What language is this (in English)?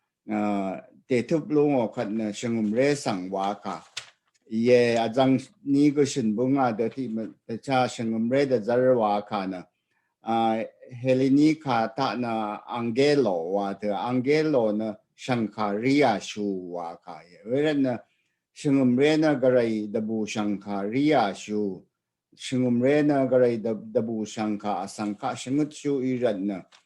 Rawang